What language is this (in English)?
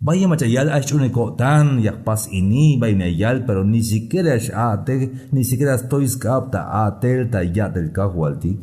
Tzeltal